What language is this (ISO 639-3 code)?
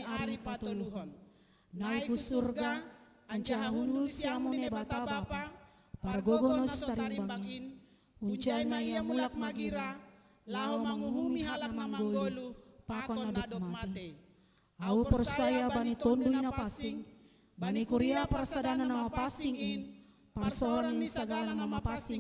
bts